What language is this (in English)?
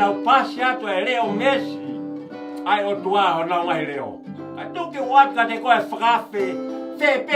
Tongan